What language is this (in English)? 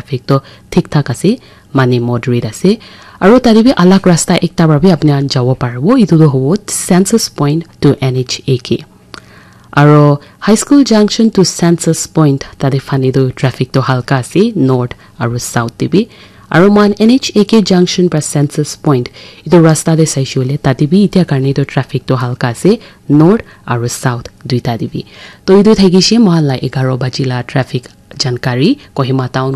Naga Pidgin